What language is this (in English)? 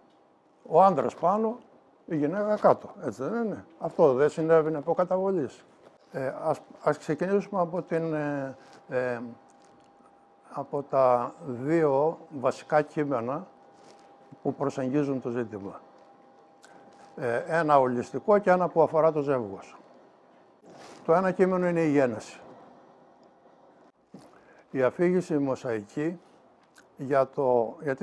Greek